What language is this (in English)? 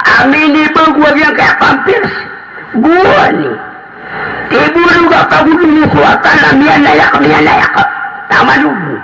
Maranao